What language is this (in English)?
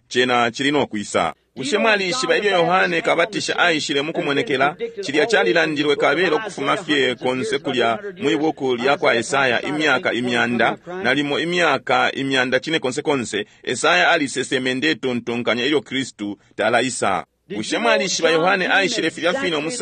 Bemba